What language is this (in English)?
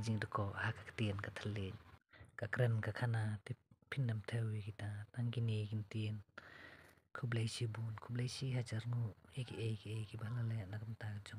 Khasi